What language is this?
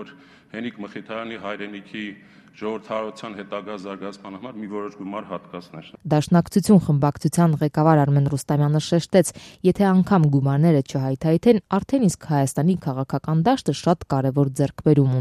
Armenian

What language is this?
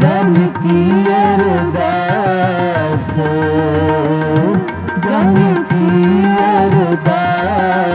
Hindi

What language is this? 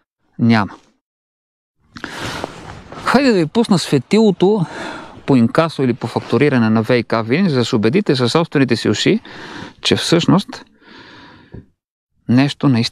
Bulgarian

